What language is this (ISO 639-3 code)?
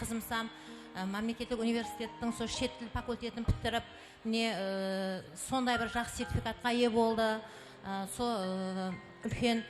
kaa